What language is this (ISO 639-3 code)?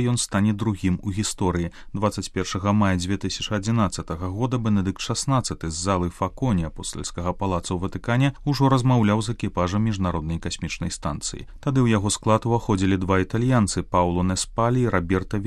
bel